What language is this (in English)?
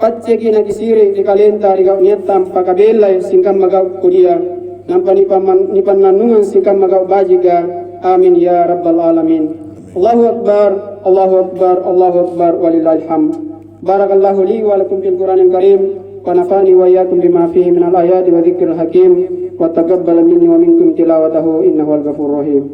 Makasar